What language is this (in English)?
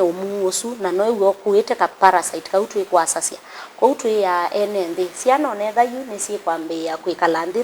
Kamba